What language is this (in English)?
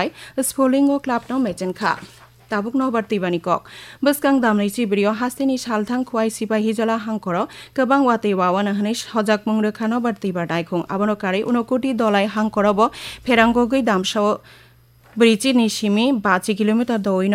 Kok Borok